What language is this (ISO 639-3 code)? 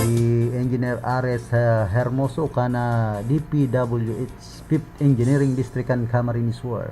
bik